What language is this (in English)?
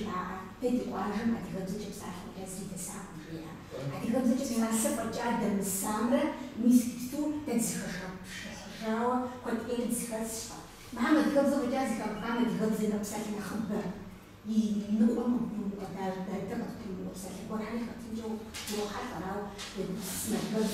Kabardian